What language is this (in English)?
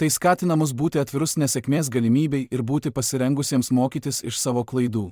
Lithuanian